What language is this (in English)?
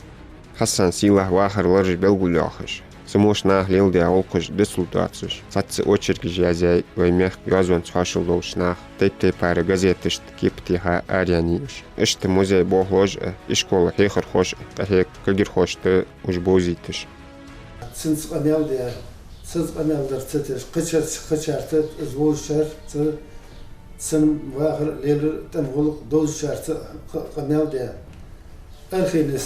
Ingush